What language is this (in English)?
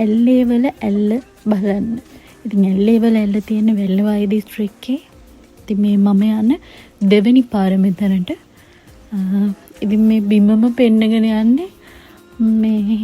Sinhala